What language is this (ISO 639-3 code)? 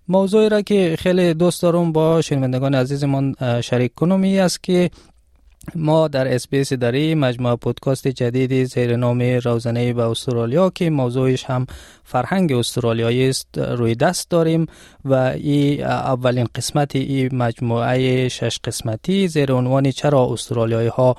tgk